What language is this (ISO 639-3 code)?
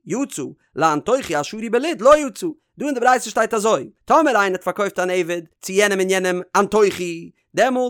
yid